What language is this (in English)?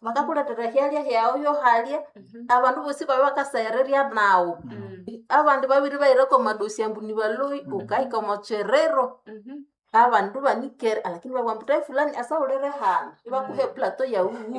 Nande